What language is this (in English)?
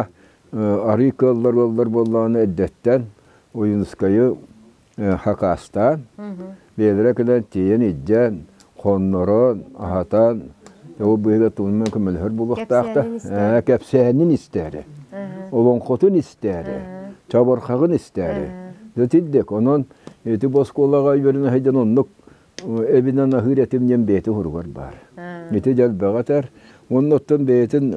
Yakut